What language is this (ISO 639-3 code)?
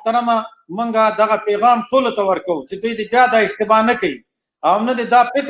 pus